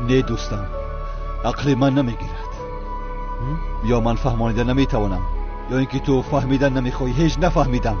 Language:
Tajik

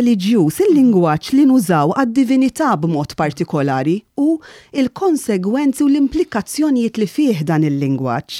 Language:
Maltese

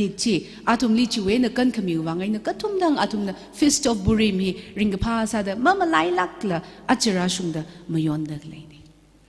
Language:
Tangkhul Naga (India)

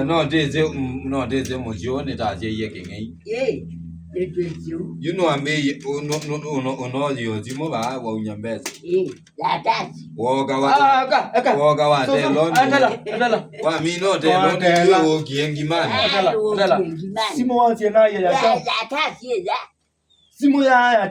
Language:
Kamba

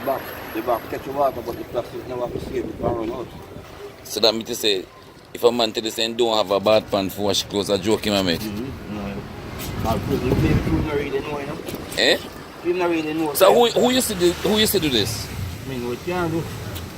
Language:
Jamaican Creole English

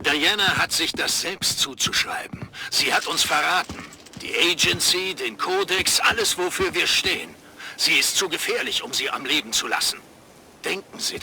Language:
Bavarian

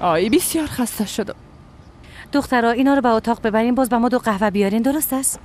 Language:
Persian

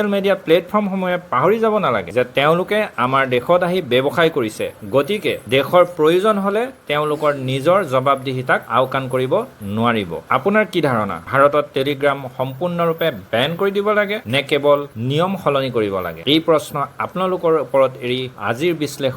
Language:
Assamese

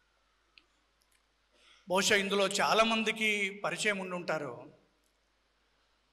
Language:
Telugu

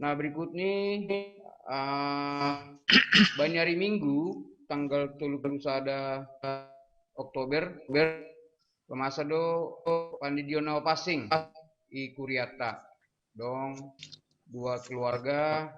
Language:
Batak Simalungun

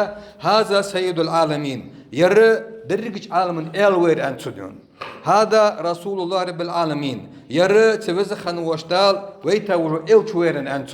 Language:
Ingush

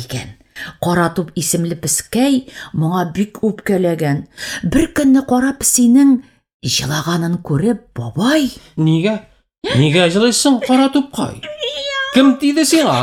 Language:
Tatar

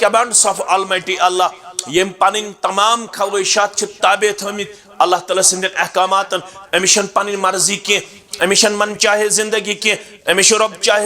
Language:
Kashmiri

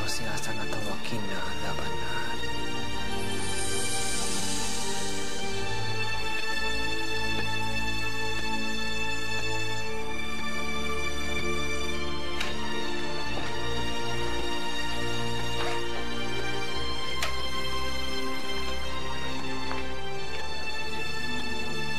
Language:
Indonesian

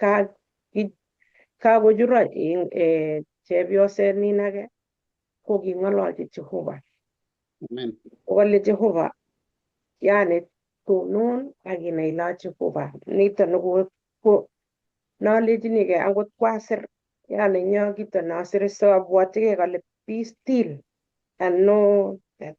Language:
Kalenjin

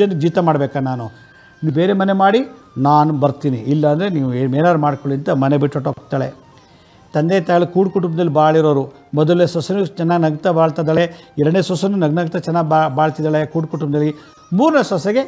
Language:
Kannada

